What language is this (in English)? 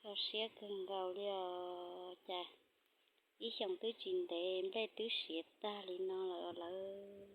Hmong